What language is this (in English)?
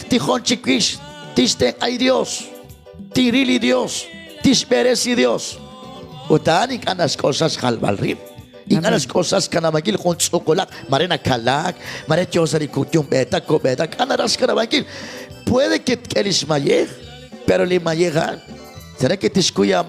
Kekchí